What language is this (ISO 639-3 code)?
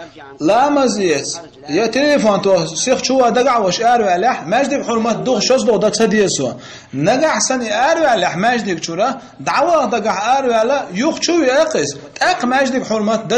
che